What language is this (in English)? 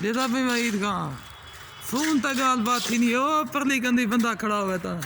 Saraiki